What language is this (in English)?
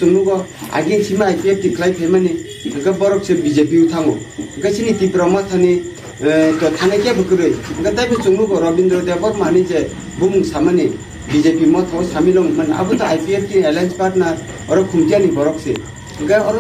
Kok Borok